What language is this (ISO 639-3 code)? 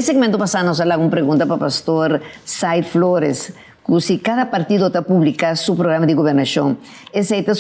pap